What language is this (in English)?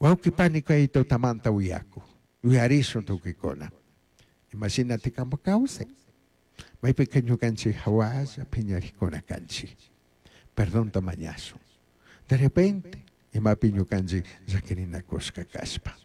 Chimborazo Highland Quichua